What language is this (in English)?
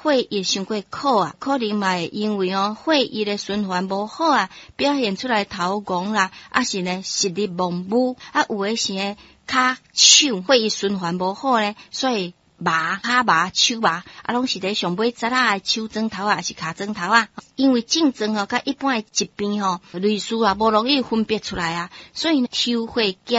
Min Nan Chinese